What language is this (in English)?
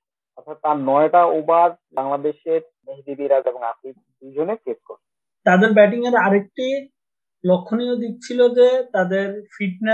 Bangla